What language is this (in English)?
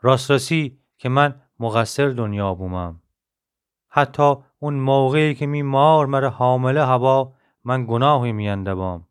Gilaki